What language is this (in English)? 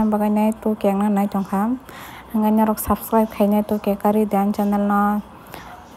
Kok Borok